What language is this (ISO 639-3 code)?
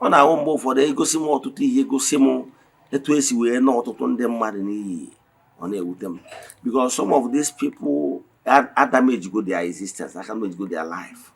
ibo